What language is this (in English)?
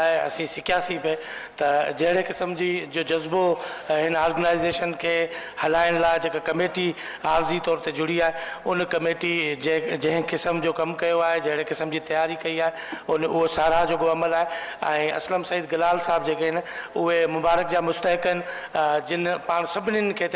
Sindhi